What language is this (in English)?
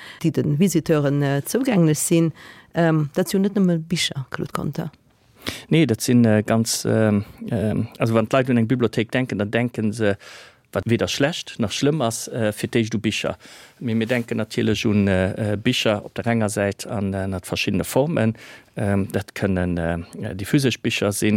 Luxembourgish